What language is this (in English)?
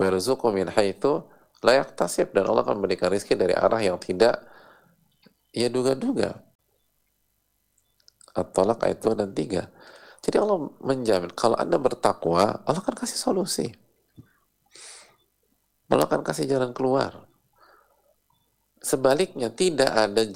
Indonesian